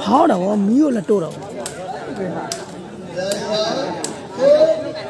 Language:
Burmese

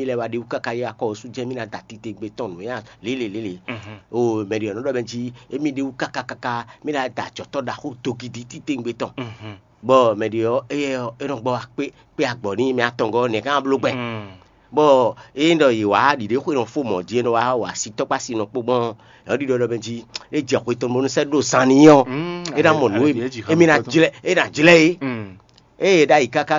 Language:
Fon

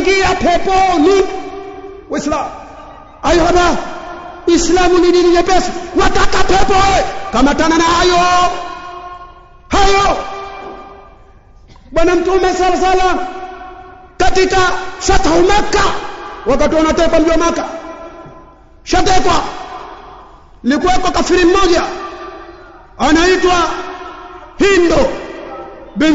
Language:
Swahili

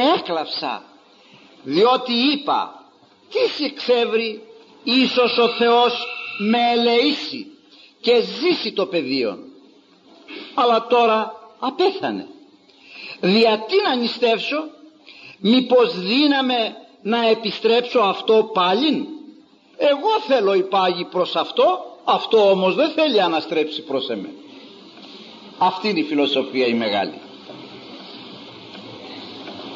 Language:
Greek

